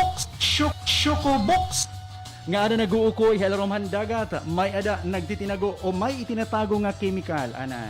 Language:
Waray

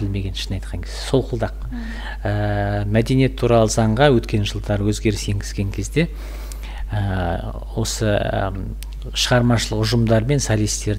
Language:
Kazakh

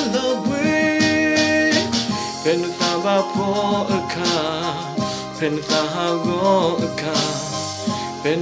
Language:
S'gaw Karen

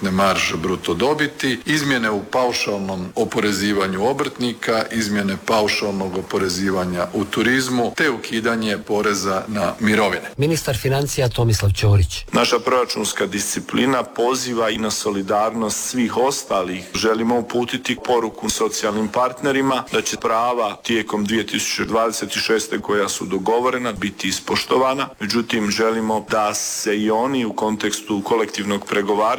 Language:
Croatian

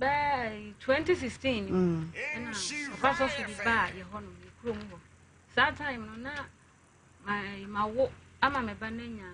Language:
Akan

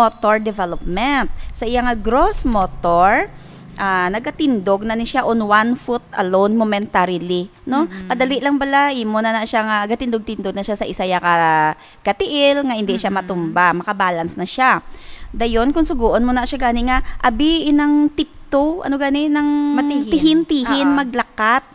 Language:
Hiligaynon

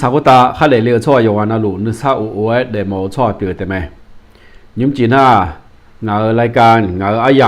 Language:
Akha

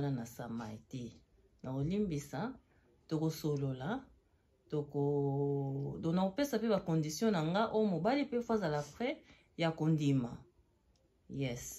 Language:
Lingala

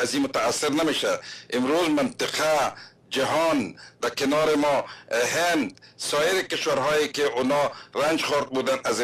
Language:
Persian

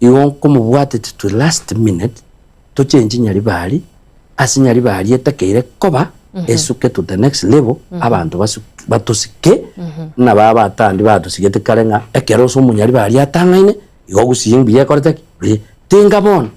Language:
Gusii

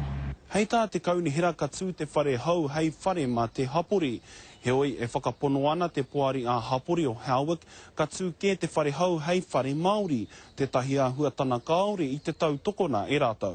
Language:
Māori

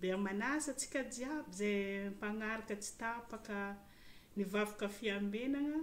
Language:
Malagasy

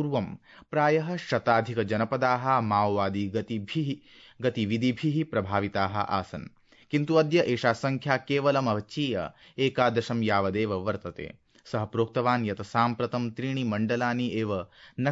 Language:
Sanskrit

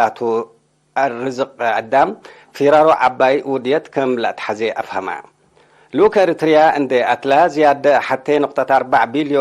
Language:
Tigre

